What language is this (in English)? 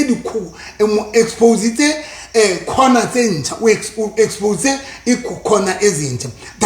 Southern Sotho